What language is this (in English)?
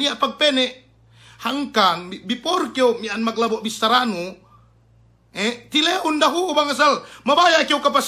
Yakan